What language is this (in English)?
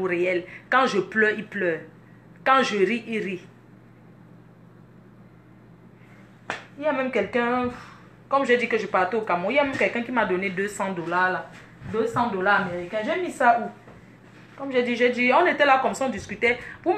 French